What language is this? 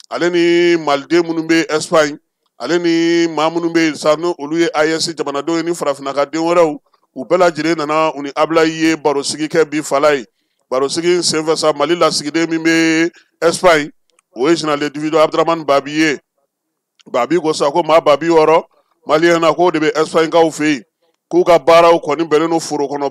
Bambara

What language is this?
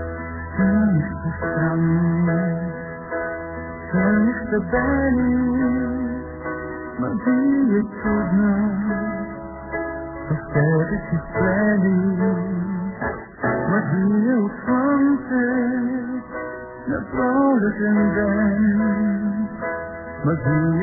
Bulgarian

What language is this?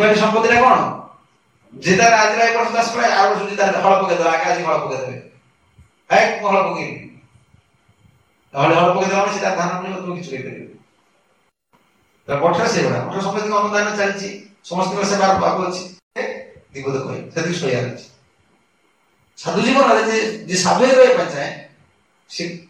Odia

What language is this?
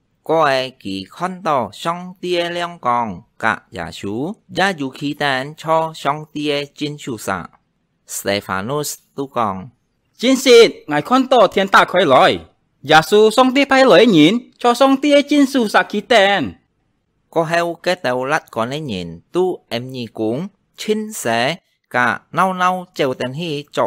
Hakka Chinese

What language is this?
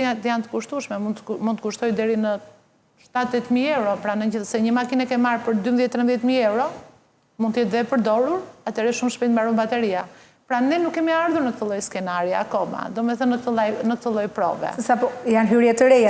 Albanian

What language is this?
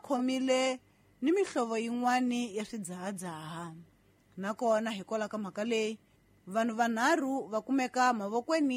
Tsonga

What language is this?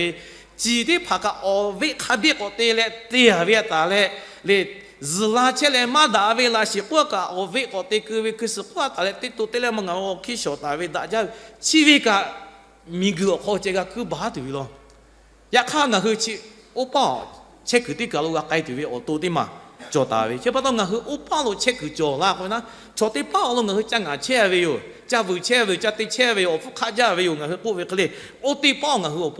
Lahu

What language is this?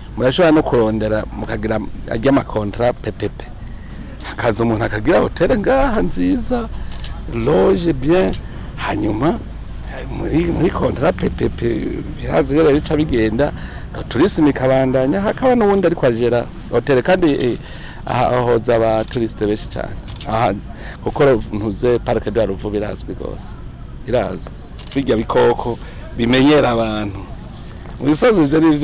Rundi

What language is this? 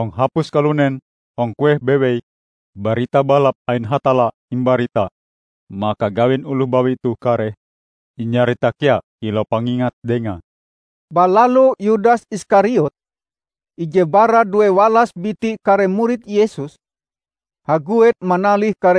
Ngaju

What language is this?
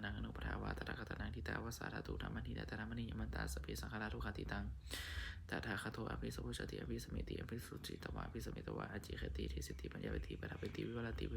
Pali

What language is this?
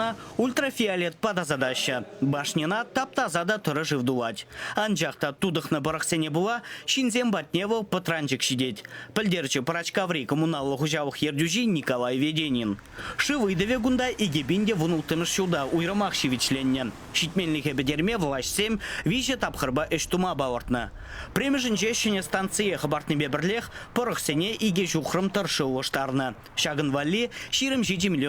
Chuvash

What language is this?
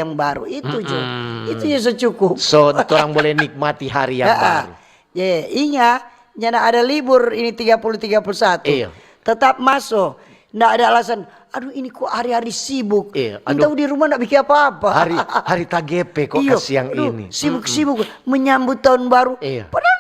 Manado Malay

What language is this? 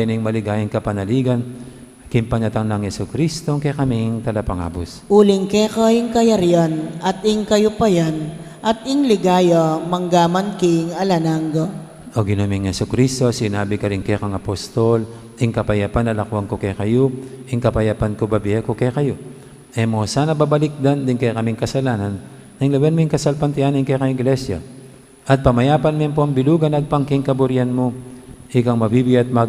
Pampanga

